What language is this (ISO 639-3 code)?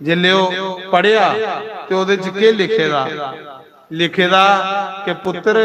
doi